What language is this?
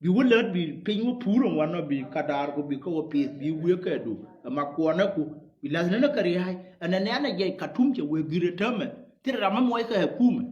Nuer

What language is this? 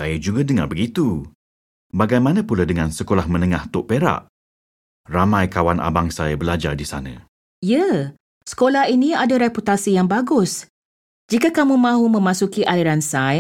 Malay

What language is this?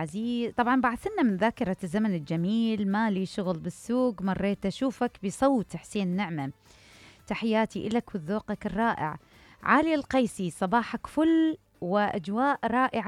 Mesopotamian Arabic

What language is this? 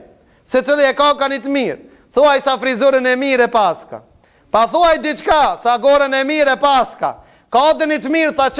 Albanian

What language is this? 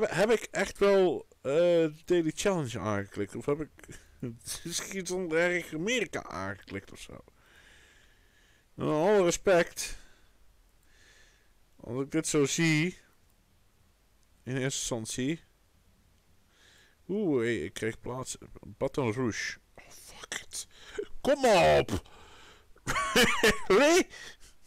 Dutch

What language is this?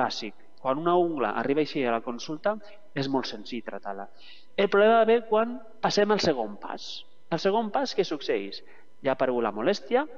Catalan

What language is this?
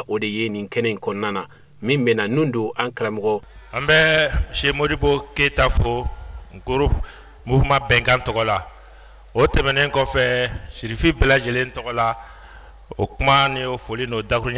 Bambara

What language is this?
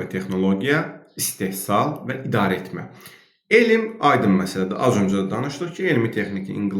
Azerbaijani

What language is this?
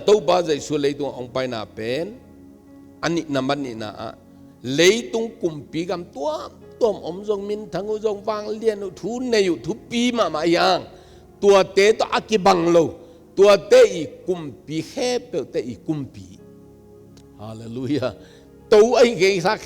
Tedim Chin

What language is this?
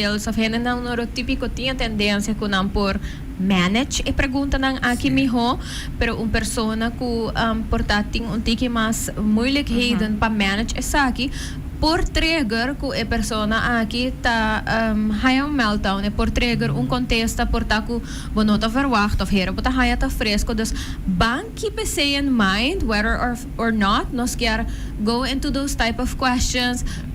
Papiamento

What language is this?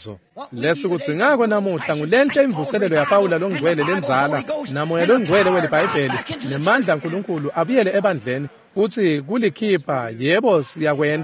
Swati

